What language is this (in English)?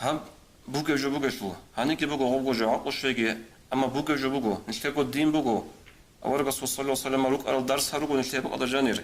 Avaric